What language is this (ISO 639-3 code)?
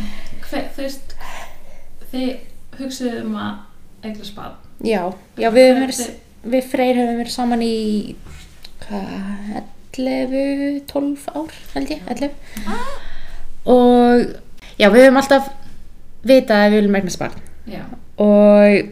isl